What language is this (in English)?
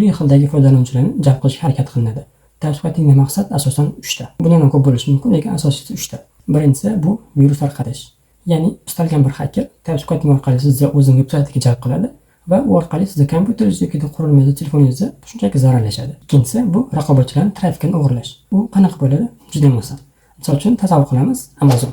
Uzbek